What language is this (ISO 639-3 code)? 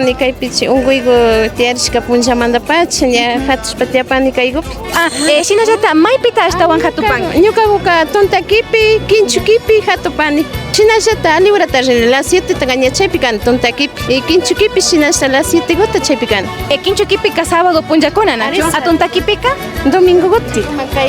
qvi